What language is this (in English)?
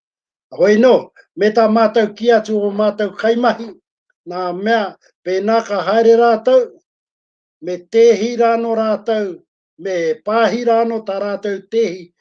Māori